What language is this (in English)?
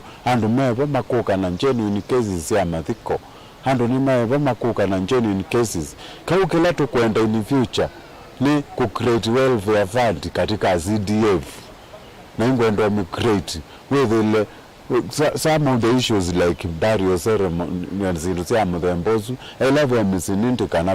Kamba